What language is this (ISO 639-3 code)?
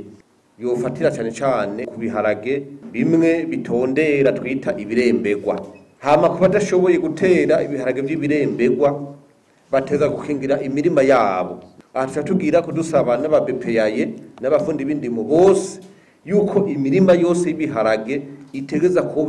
run